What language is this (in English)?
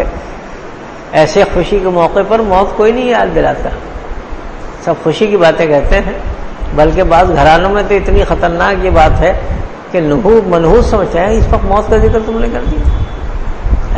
Urdu